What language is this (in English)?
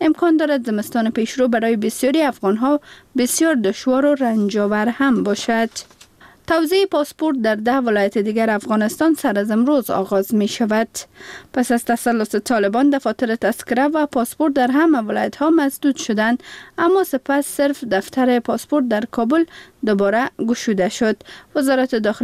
Persian